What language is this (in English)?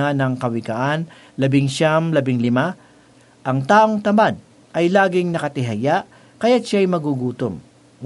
Filipino